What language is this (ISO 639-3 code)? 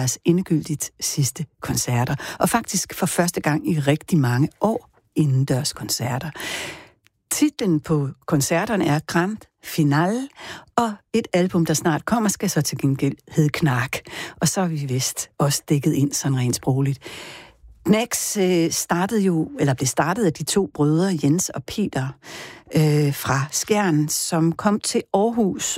dan